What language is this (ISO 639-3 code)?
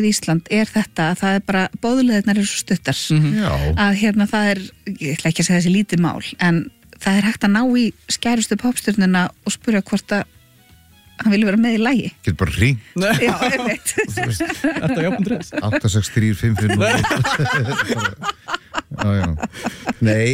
isl